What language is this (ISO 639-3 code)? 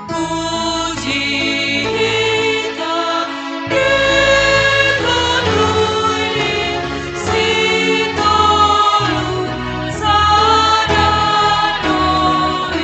bts